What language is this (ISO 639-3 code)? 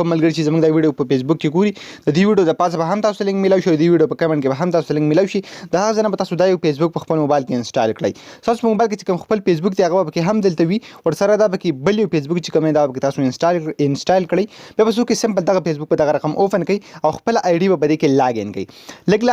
pus